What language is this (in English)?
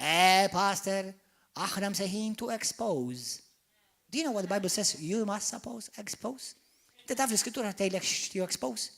Maltese